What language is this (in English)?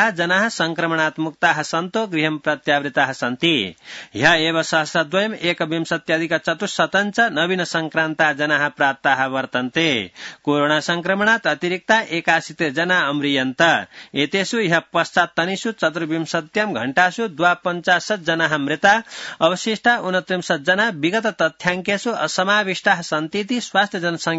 Sanskrit